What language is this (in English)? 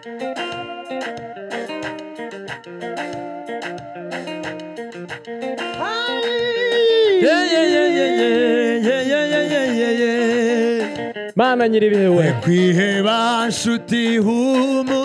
Kinyarwanda